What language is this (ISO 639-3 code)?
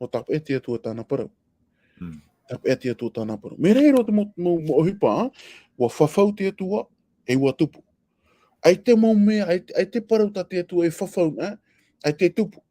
tah